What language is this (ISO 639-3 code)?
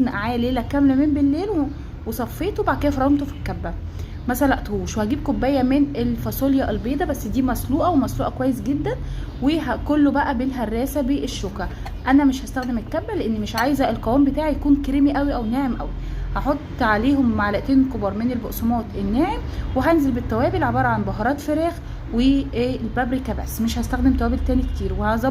arz